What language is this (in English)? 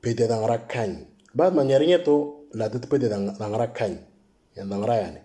Moro